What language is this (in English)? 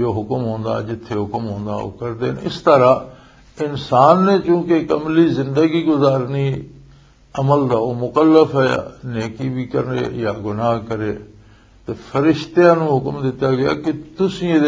Western Panjabi